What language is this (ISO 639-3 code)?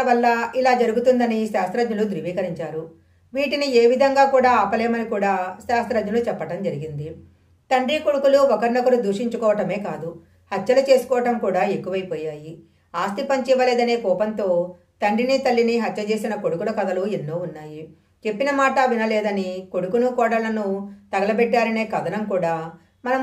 tel